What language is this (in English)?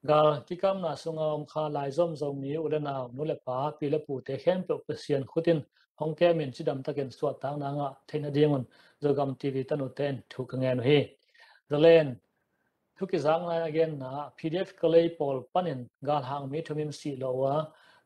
Tedim Chin